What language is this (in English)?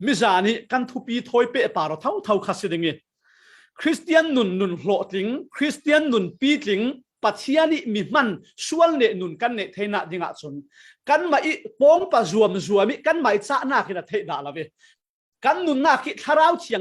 Falam Chin